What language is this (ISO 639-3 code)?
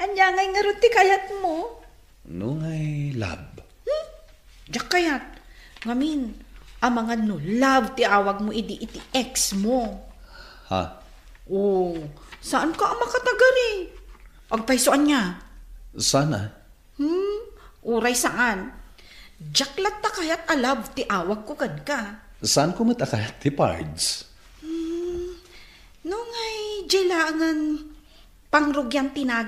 ilo